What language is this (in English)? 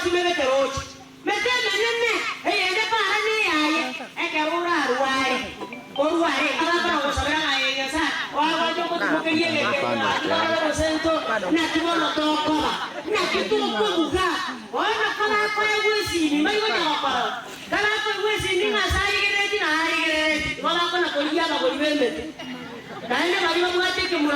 Gusii